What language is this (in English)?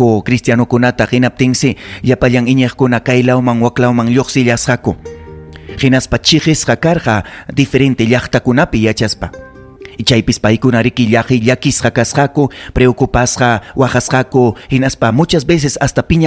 Ayacucho Quechua